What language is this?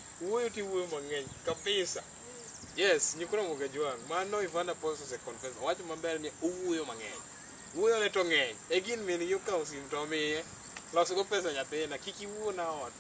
Luo (Kenya and Tanzania)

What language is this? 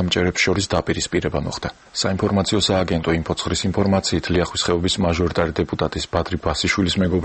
Georgian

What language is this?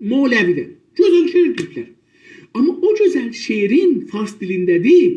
South Azerbaijani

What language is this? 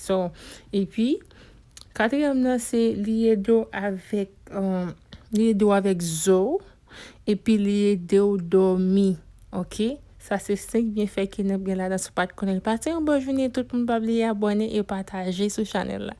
Haitian Creole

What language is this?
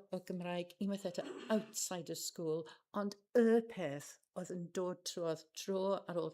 Welsh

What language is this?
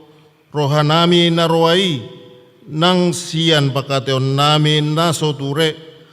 Batak Toba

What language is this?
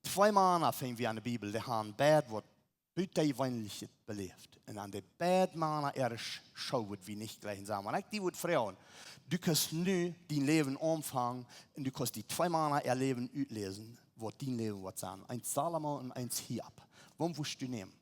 Plautdietsch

